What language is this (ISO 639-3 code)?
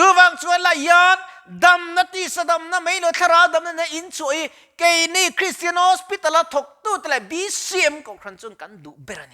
lus